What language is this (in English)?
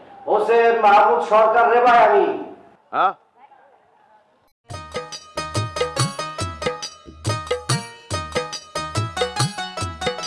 Bangla